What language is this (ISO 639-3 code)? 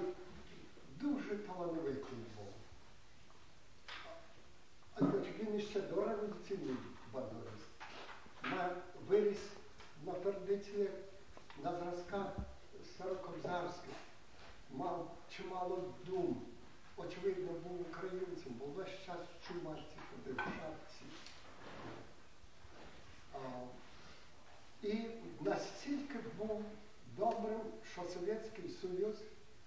ukr